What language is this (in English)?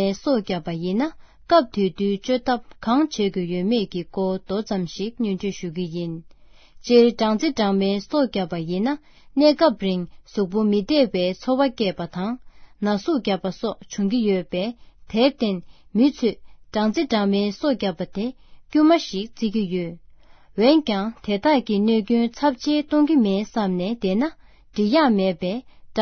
Tibetan